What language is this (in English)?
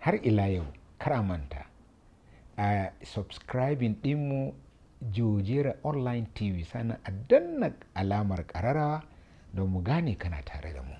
Hausa